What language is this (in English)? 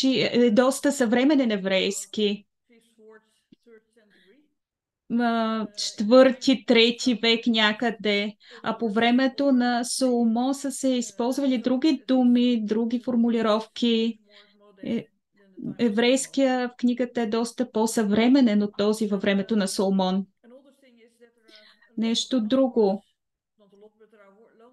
Bulgarian